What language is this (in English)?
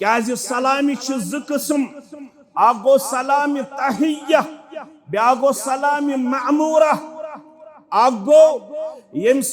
Kashmiri